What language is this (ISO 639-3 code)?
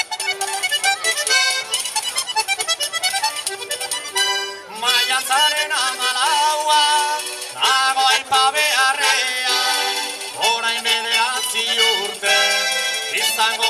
eus